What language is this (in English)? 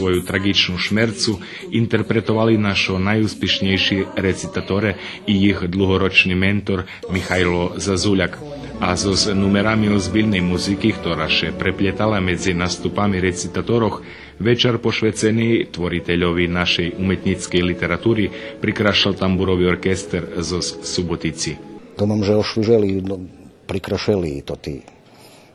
Rusyn